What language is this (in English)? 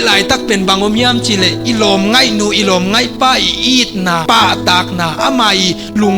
Tedim Chin